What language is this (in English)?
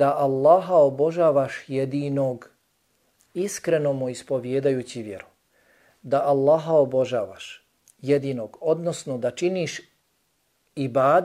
Bosnian